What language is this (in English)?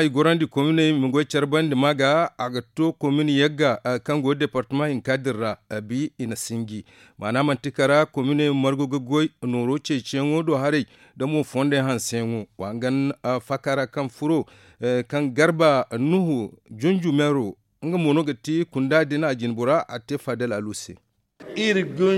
Zarma